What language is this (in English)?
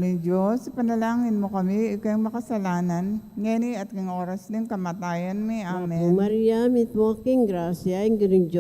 Pampanga